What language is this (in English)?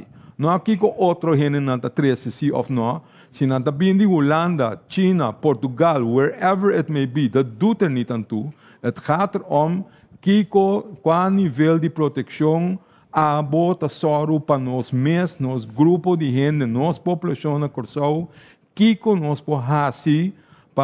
Papiamento